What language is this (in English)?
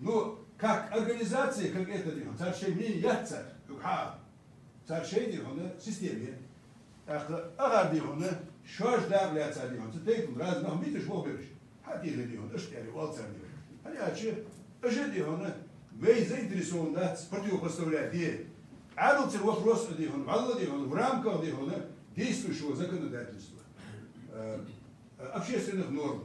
Ingush